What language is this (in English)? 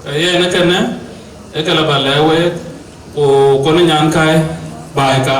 Dinka